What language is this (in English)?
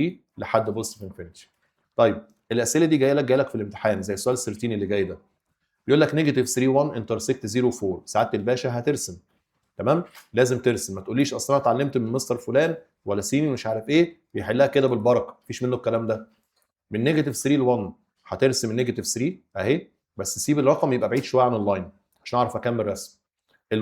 Egyptian Arabic